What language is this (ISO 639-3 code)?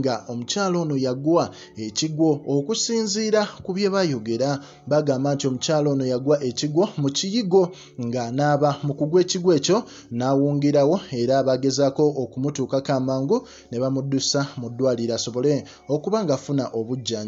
lug